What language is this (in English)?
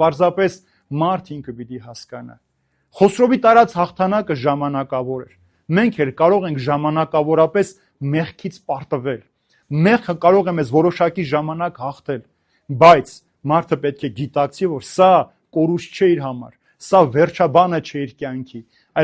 Armenian